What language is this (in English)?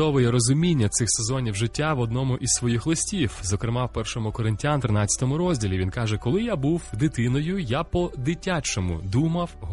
Ukrainian